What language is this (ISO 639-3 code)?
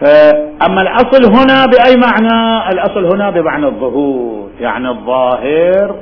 acm